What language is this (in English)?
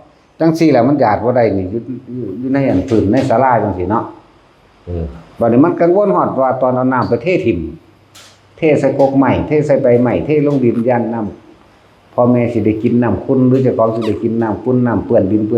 Northeastern Thai